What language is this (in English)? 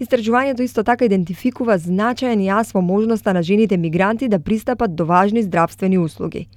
Macedonian